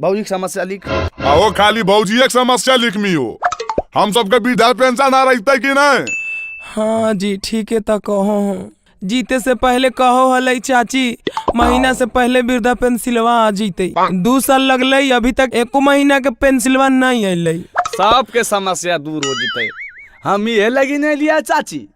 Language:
Magahi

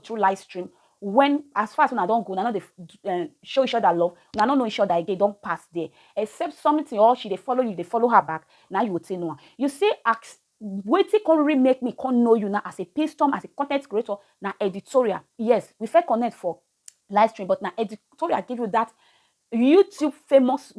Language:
Nigerian Pidgin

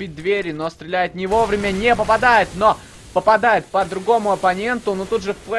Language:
Russian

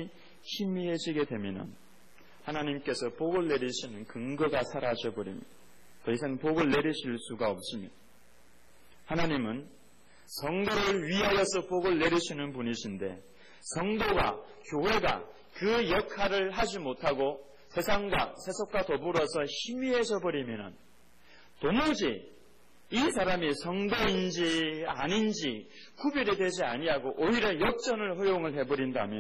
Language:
Korean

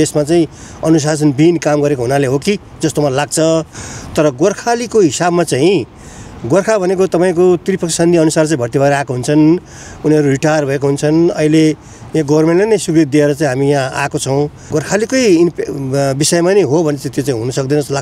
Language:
Nepali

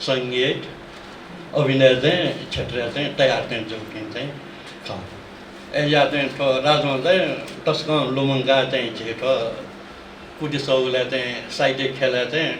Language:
Newari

